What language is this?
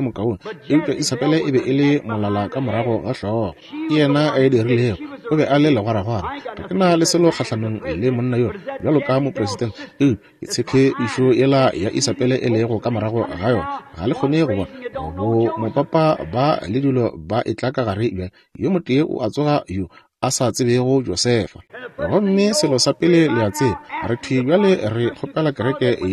Northern Sotho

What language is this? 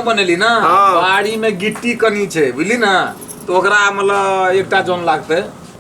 Maithili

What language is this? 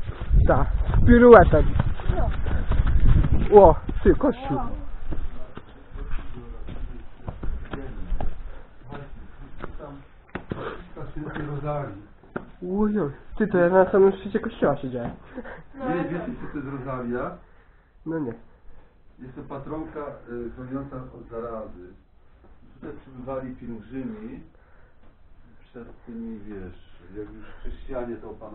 Polish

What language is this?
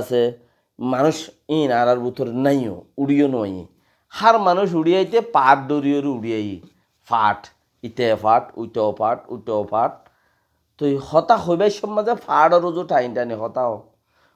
Rohingya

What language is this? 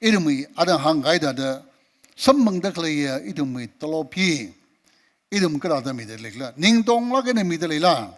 Tangkhul Naga (India)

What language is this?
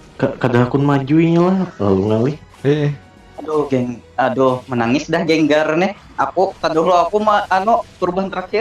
Banjar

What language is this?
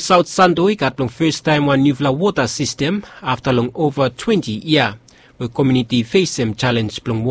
Bislama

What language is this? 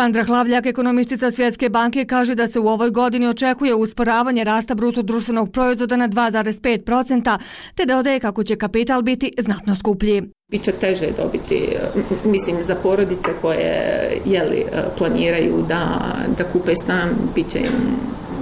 Bosnian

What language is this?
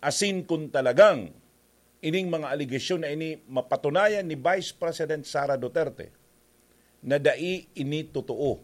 Bikol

